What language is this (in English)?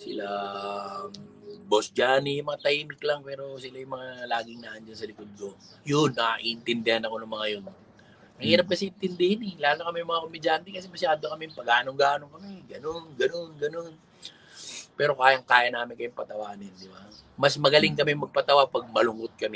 Filipino